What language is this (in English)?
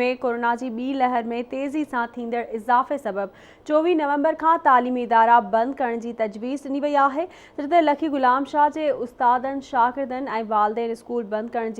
Sindhi